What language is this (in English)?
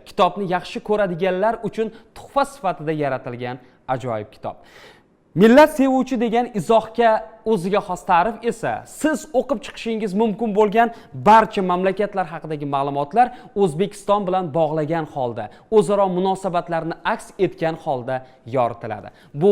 Uzbek